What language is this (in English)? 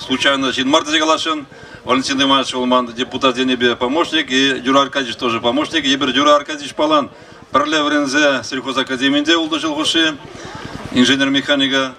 Chuvash